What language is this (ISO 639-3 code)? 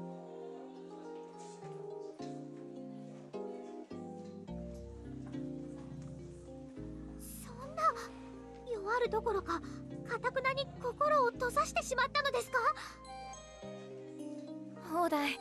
jpn